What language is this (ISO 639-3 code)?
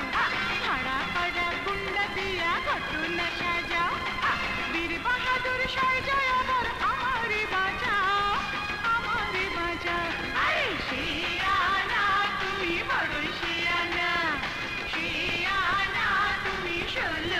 ben